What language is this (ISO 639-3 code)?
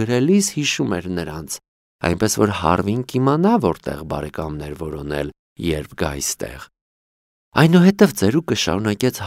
hye